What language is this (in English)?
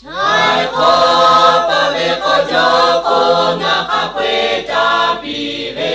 Lahu